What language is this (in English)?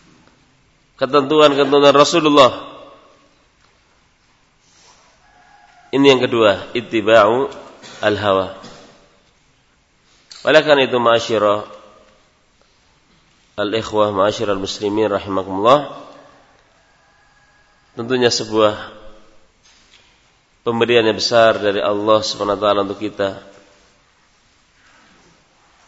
Indonesian